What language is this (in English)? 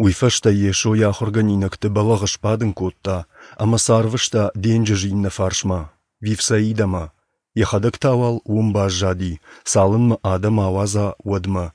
Ossetic